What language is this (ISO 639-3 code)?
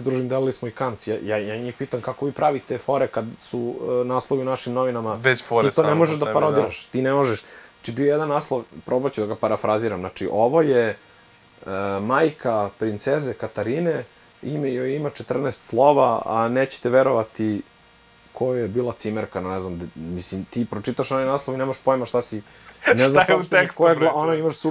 srp